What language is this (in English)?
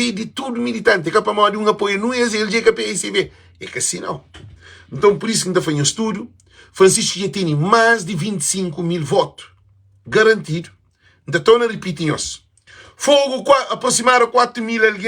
Kabuverdianu